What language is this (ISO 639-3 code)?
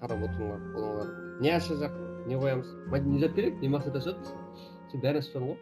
kaa